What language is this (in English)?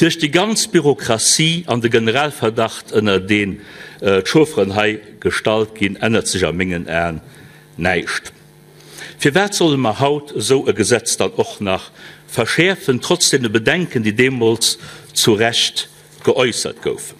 Luxembourgish